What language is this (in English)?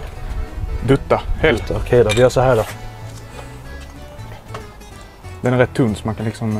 Swedish